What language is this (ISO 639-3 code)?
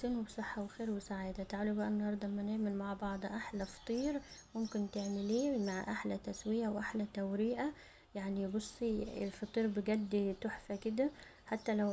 arz